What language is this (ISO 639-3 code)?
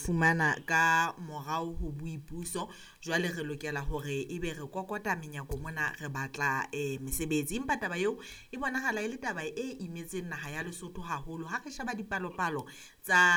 sot